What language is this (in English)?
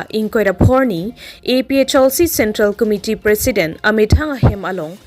Karbi